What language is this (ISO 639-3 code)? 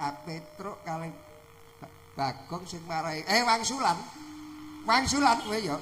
jav